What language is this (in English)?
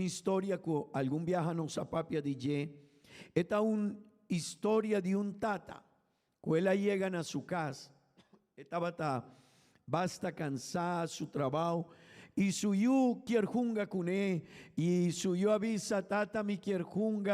Papiamento